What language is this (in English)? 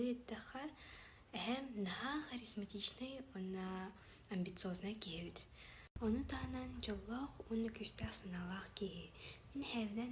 Yakut